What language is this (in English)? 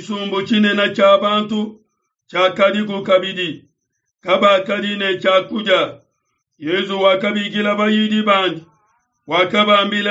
Luba-Lulua